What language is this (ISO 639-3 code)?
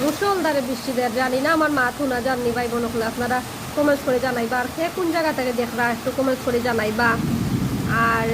syl